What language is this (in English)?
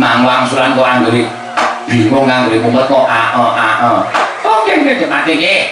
Javanese